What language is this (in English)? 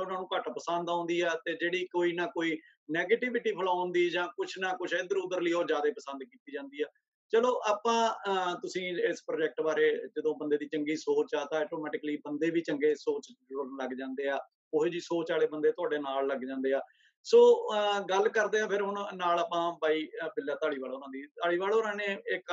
Punjabi